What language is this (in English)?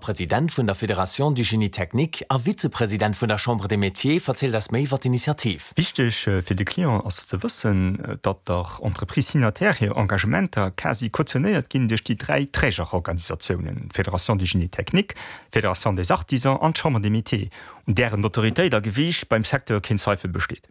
Luxembourgish